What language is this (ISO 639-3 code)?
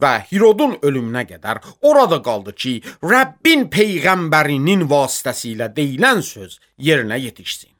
aze